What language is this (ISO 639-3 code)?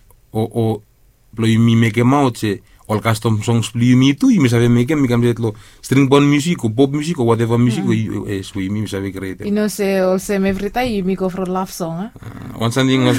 bis